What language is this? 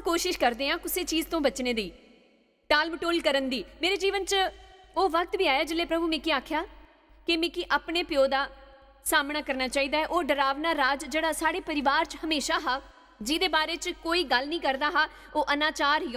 Dogri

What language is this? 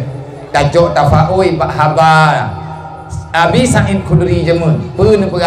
Achinese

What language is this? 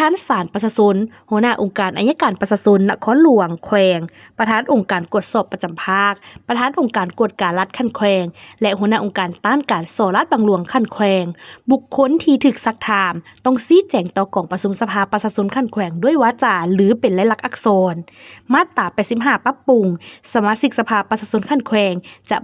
Lao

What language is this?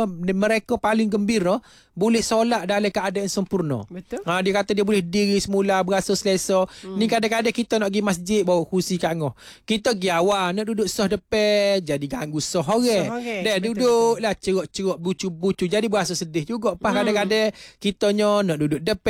Malay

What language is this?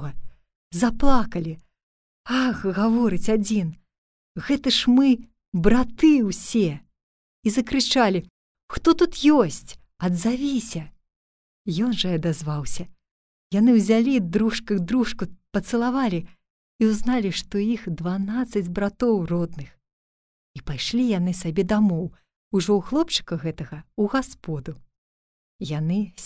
Belarusian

